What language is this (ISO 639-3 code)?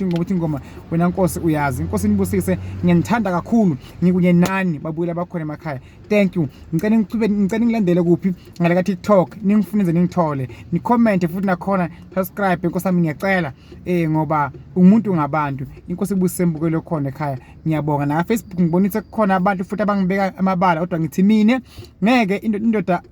zul